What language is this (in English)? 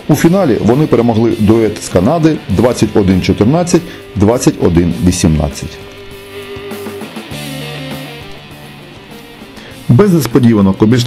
Ukrainian